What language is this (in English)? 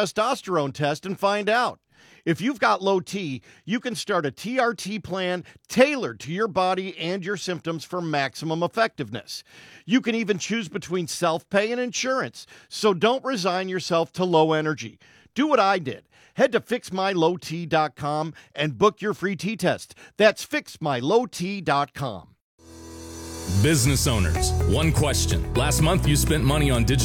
English